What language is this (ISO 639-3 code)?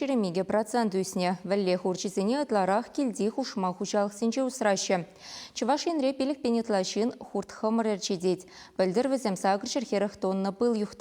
chv